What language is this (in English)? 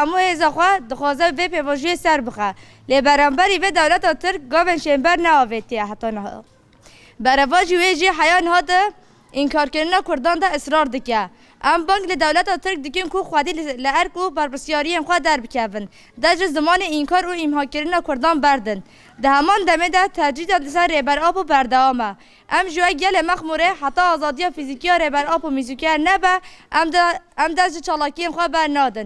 Kurdish